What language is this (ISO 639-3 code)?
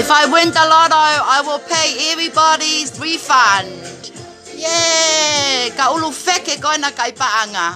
ton